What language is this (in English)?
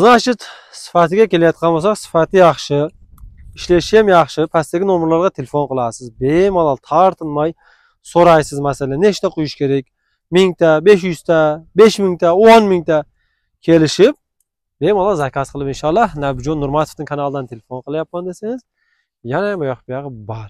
Uzbek